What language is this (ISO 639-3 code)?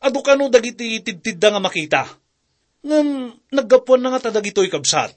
ilo